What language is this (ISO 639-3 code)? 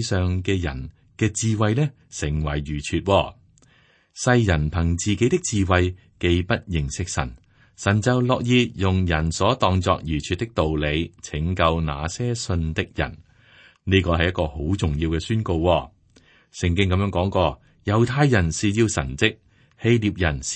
yue